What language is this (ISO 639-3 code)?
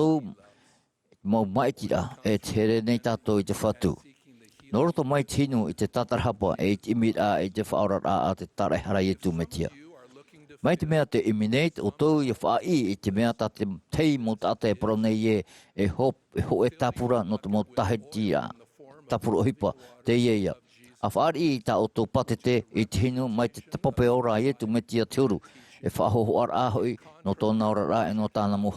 tah